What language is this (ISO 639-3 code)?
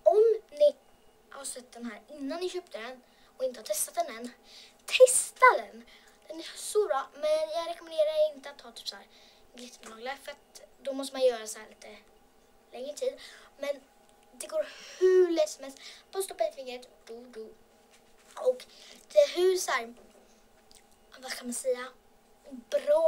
swe